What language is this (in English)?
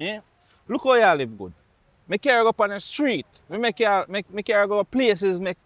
Jamaican Creole English